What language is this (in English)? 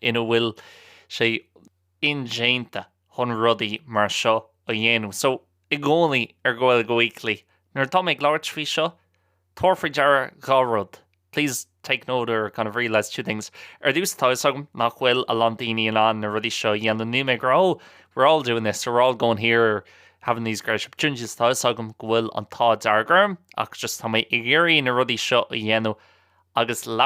Irish